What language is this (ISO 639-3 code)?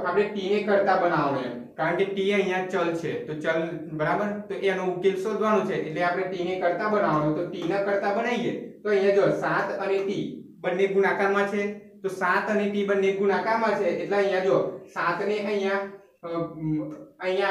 guj